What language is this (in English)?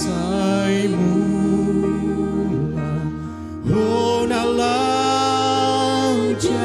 Batak Toba